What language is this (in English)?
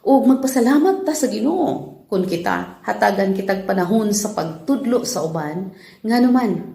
Cebuano